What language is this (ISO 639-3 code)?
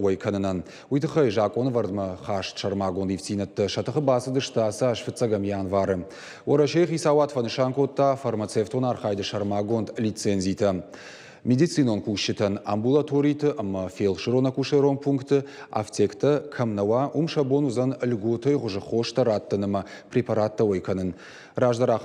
oss